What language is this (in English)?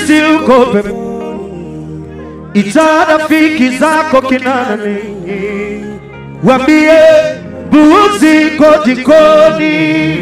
Swahili